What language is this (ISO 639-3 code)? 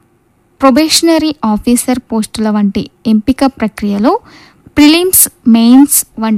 tel